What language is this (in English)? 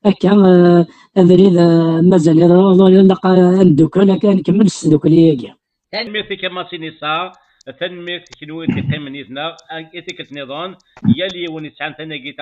Kabyle